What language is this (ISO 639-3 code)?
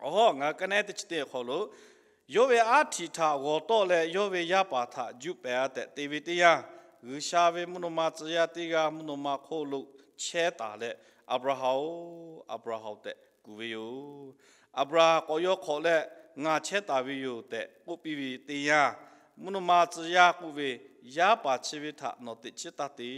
lhu